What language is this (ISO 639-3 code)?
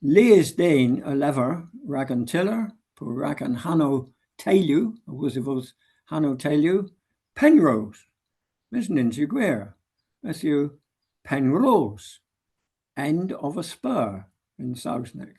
cor